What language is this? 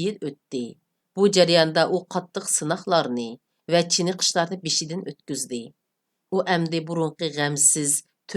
Uyghur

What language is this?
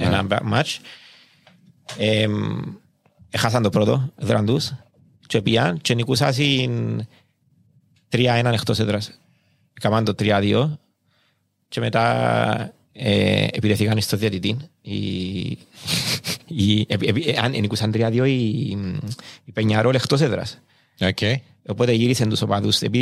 Greek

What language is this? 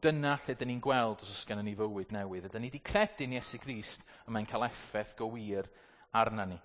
Welsh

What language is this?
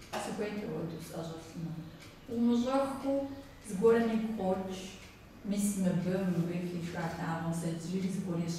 Kabardian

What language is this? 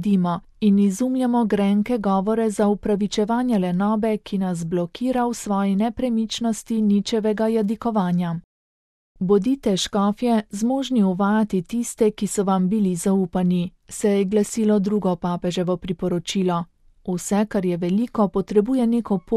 Slovenian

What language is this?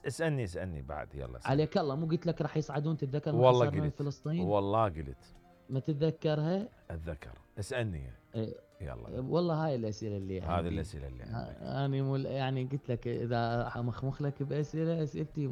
Mesopotamian Arabic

